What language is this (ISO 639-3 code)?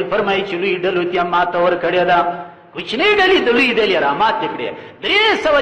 pus